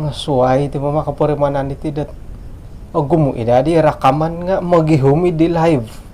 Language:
Central Dusun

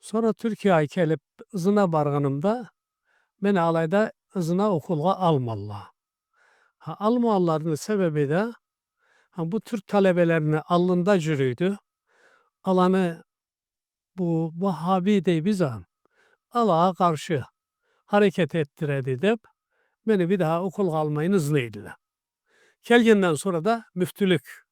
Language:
Karachay-Balkar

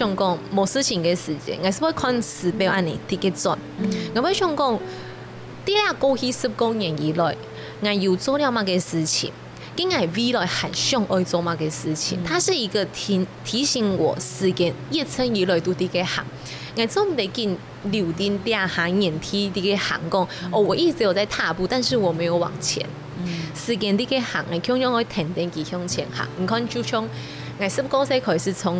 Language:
Hakka Chinese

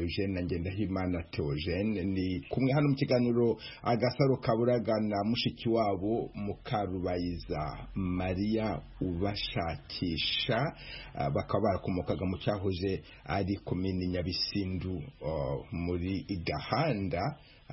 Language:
Kinyarwanda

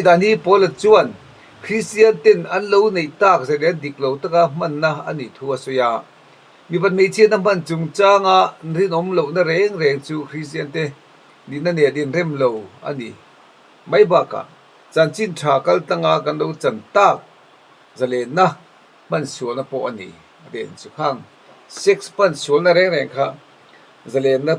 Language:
Mizo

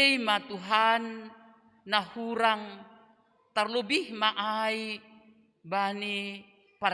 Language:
Batak Simalungun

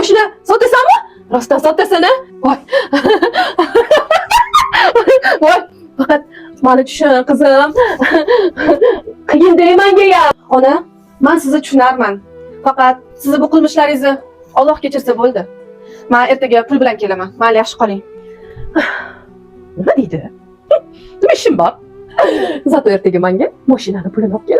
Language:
Uzbek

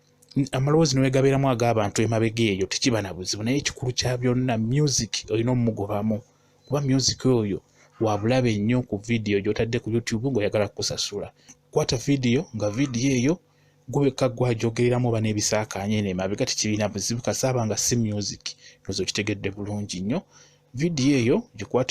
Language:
Ganda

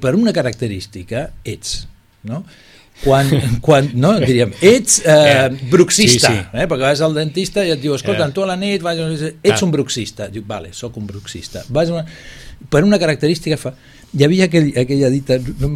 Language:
Catalan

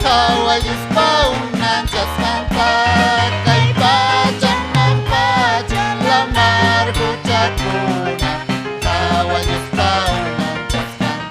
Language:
Ayacucho Quechua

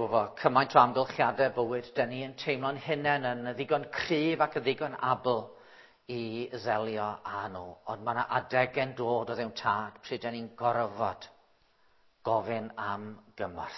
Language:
Welsh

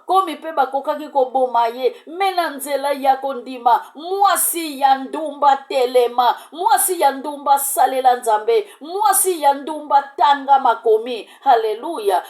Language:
Lingala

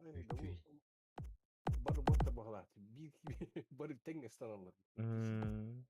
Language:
Yakut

